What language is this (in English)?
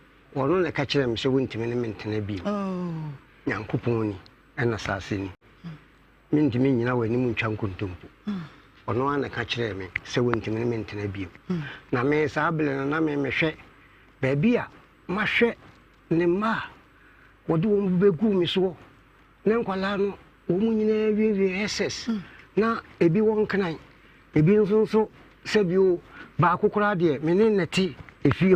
Akan